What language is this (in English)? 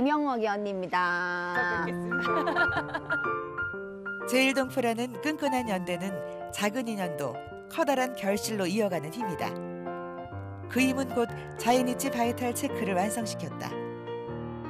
Korean